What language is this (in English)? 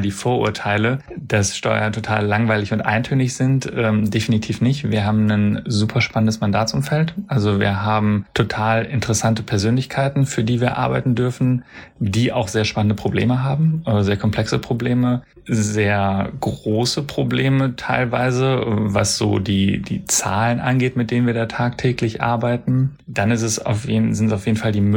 German